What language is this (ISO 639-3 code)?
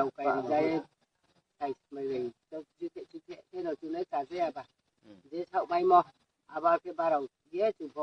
ria